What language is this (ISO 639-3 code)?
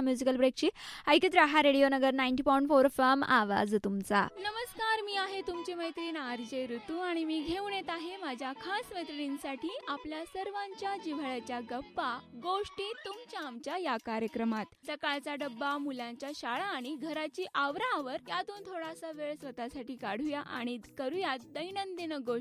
mar